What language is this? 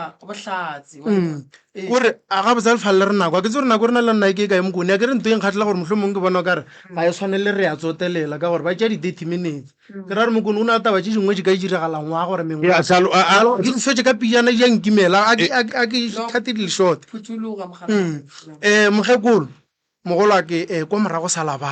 Northern Sotho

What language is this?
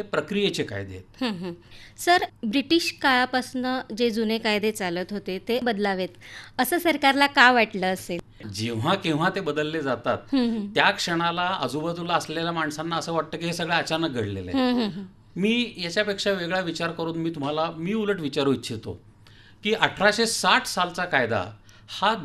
Marathi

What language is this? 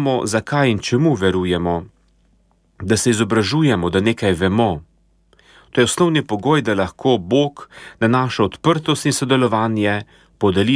Slovenian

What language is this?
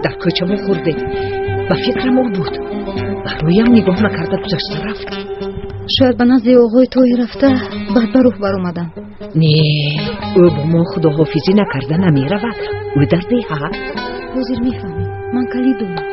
Tajik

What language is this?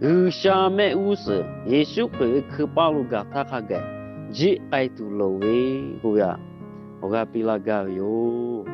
Lahu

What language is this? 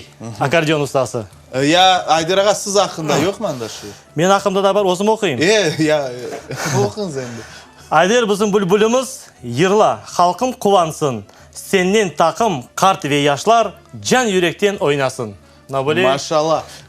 Crimean Tatar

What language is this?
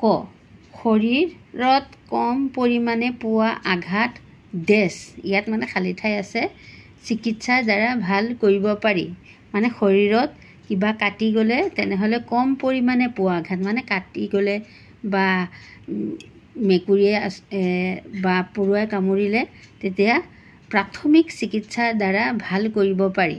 Assamese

